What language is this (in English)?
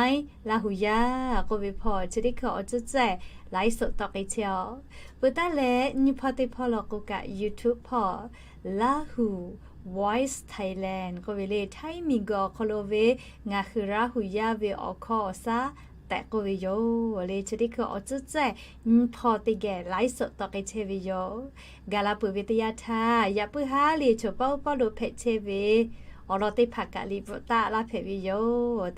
Lahu